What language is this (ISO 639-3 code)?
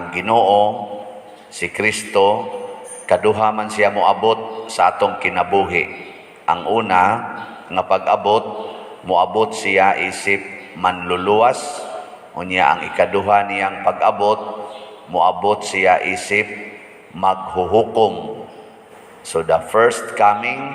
ceb